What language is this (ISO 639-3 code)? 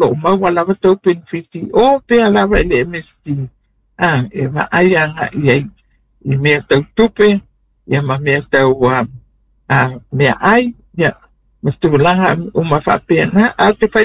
smo